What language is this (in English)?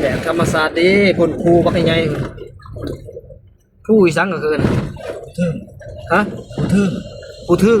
Northeastern Thai